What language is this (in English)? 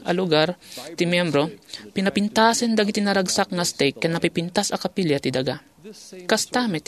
Iloko